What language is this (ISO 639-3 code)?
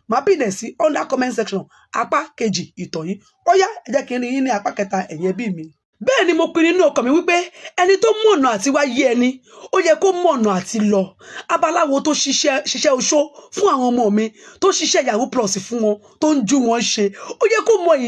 yor